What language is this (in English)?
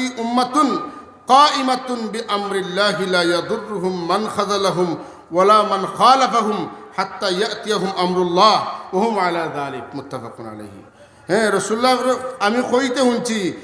Sylheti